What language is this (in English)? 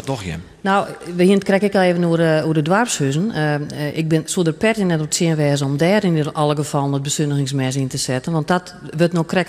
Western Frisian